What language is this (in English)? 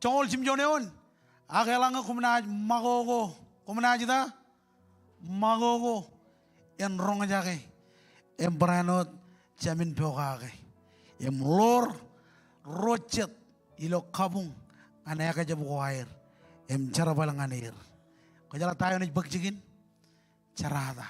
Marshallese